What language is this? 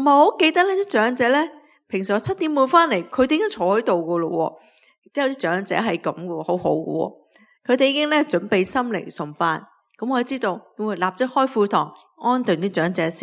Cantonese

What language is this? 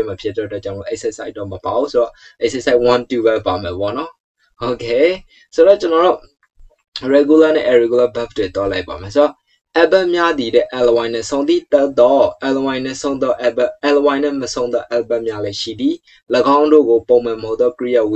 Burmese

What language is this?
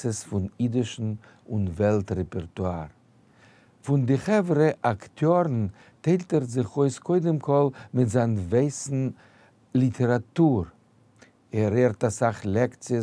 Yiddish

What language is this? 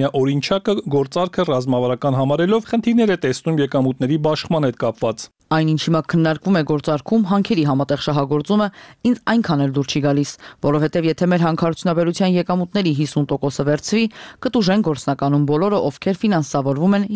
Armenian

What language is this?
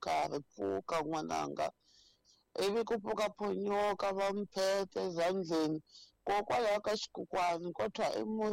Tsonga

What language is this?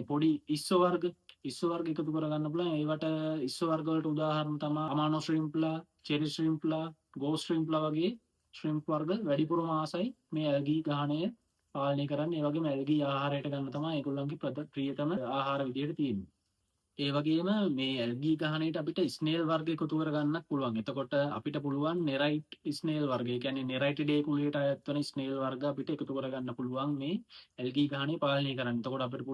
Sinhala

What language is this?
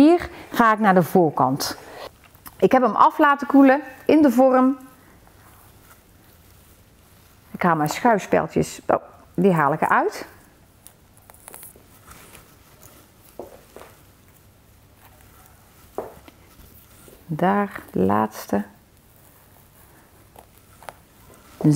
Dutch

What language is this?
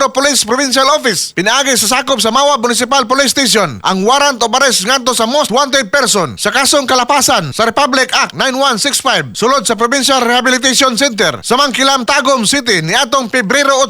Cebuano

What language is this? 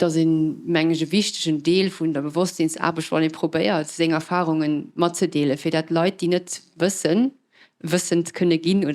Luxembourgish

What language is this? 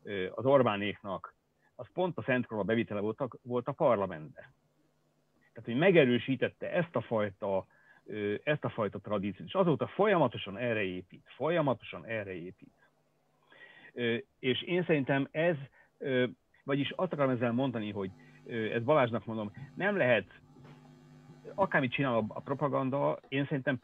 Hungarian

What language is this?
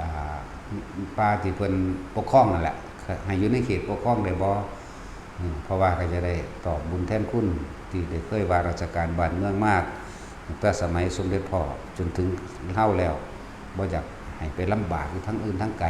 Northeastern Thai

